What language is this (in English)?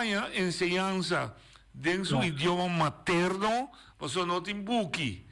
Papiamento